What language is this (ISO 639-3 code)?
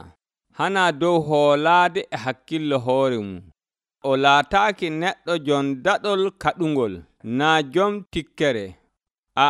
fuv